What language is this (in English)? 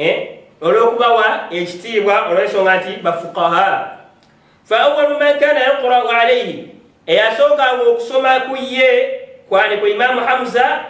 Ganda